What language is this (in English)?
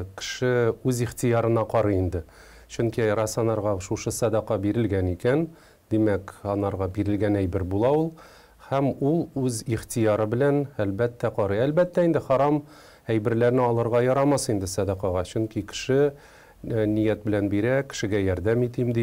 Tatar